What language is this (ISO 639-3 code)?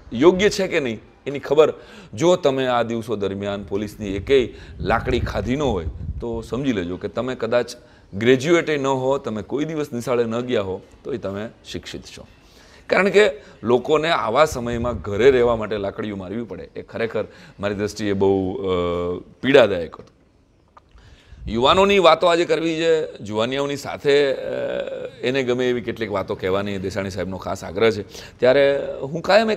guj